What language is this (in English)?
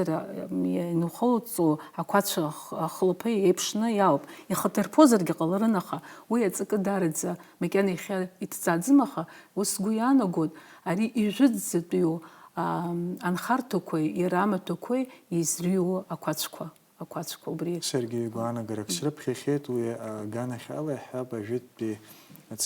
Abkhazian